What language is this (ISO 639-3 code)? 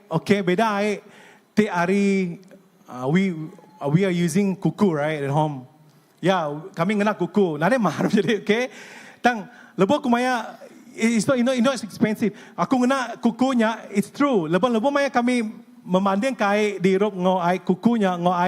iba